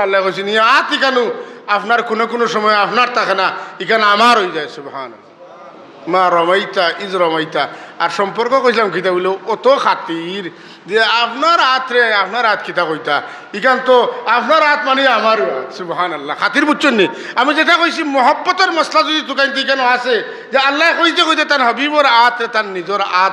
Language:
Sylheti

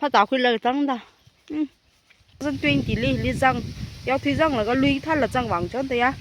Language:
Tangkhul Naga (India)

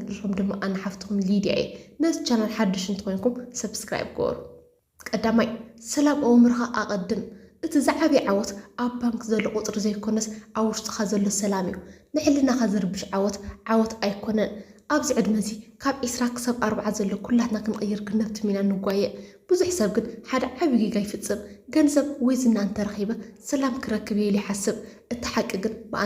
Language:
Tigrinya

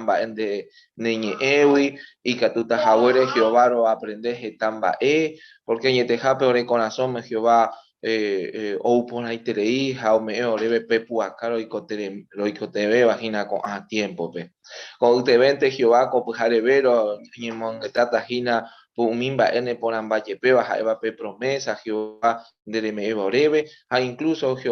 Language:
Guarani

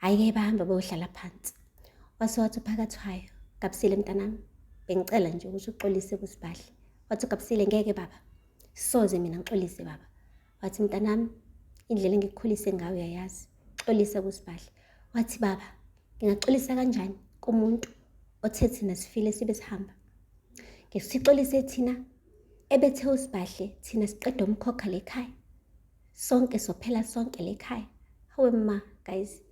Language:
Zulu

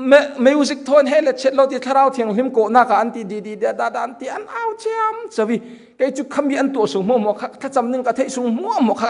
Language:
Falam Chin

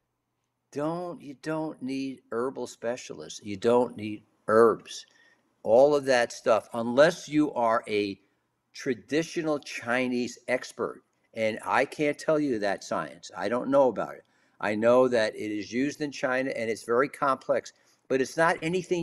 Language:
English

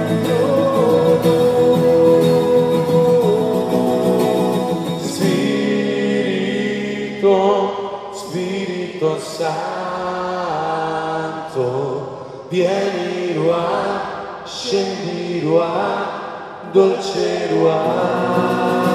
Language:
Italian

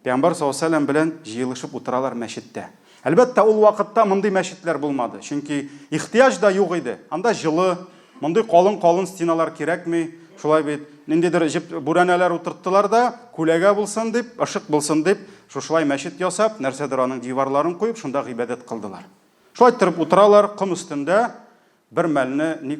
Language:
Tatar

